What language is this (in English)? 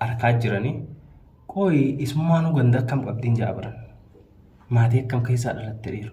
Oromo